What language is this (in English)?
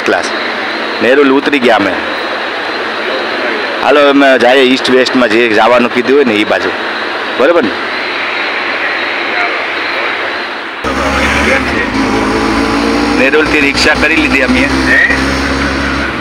Gujarati